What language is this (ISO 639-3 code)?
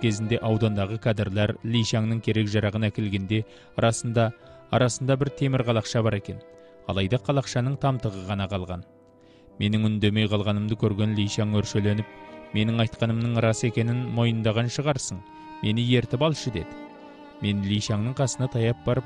kaz